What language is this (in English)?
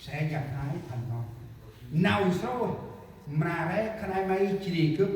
Central Mnong